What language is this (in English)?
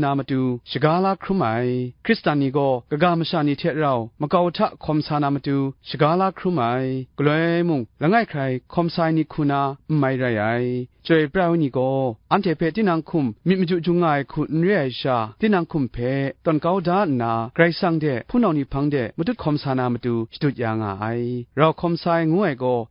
Kachin